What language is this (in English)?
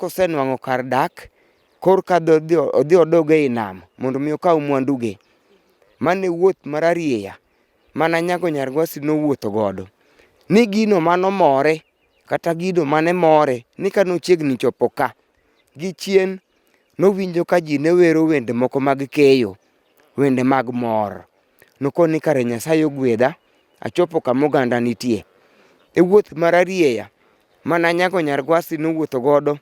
Luo (Kenya and Tanzania)